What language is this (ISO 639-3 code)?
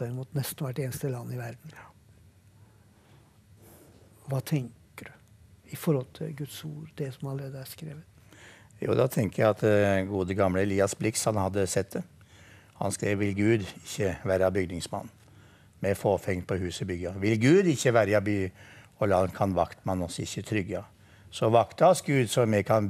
nor